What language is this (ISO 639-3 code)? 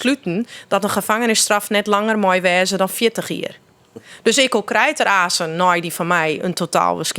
fry